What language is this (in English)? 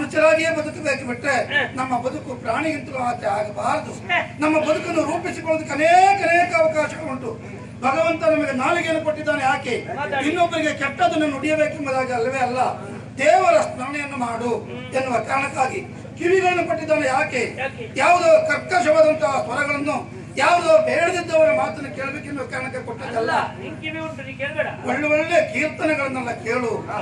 Kannada